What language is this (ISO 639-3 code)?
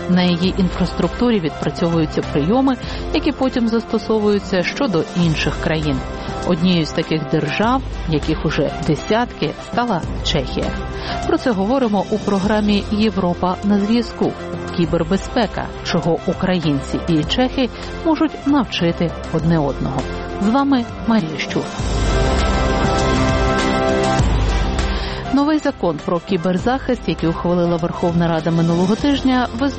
ukr